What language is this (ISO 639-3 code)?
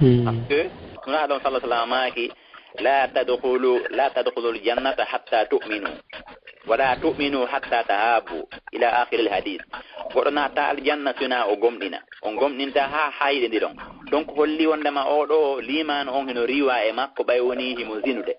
ful